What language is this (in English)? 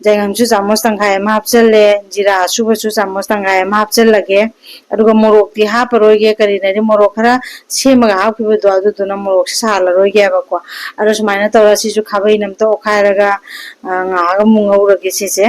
Manipuri